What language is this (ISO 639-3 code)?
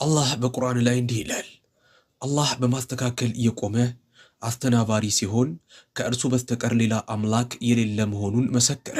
amh